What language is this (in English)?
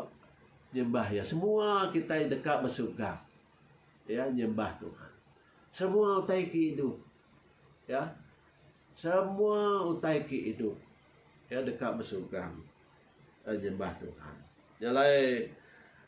Iban